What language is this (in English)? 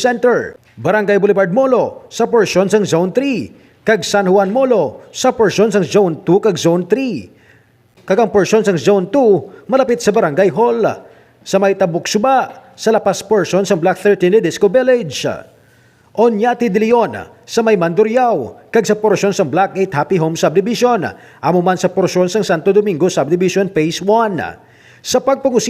Hiligaynon